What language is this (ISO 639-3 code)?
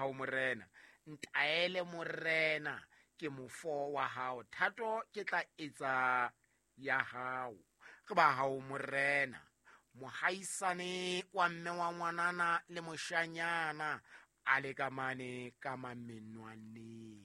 sot